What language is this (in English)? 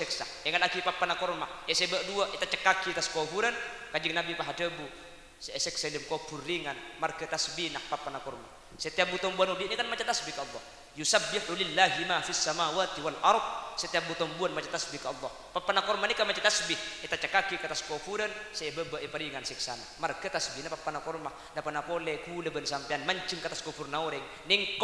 Madurese